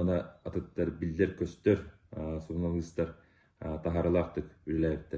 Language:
Yakut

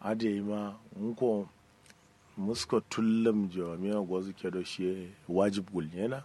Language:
Kanuri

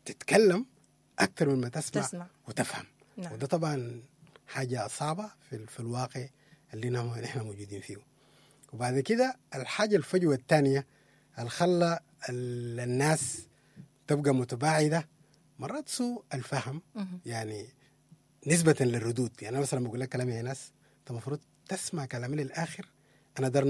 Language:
Sudanese Arabic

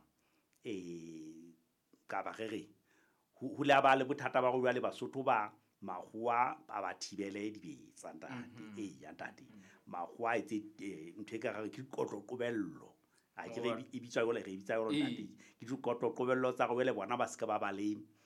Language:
Southern Sotho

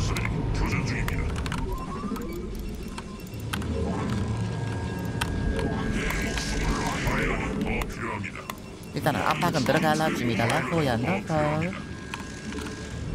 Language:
Korean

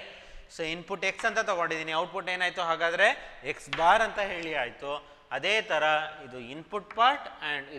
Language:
Kannada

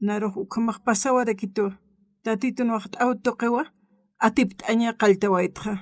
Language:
Aymara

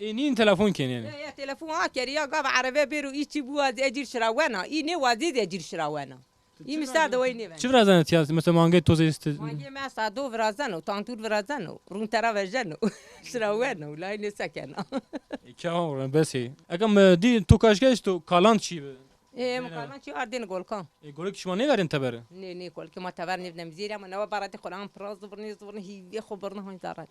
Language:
Zaza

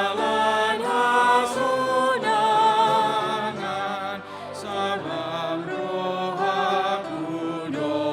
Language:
Batak Toba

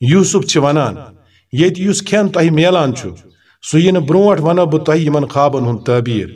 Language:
Kashmiri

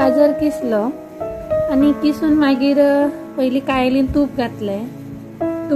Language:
Konkani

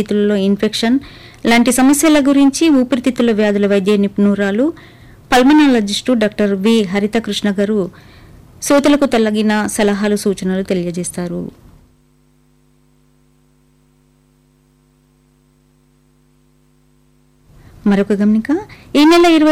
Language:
Telugu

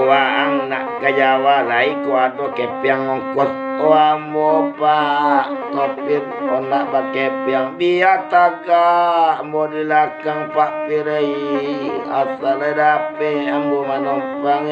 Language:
Minangkabau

